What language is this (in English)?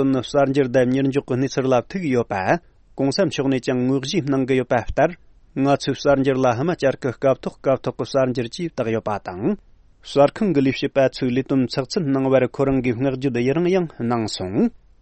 Tibetan